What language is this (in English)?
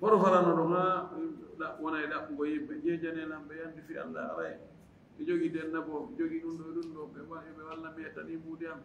Fula